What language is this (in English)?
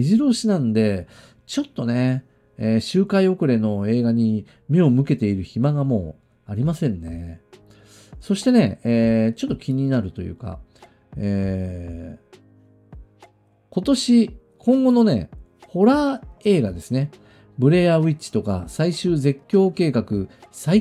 Japanese